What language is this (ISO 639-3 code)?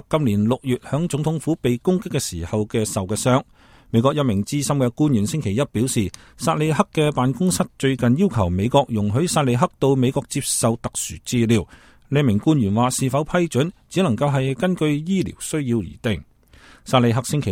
yue